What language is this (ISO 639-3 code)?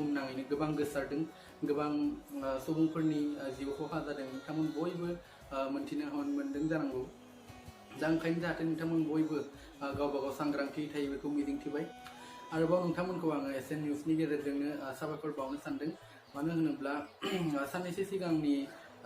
brx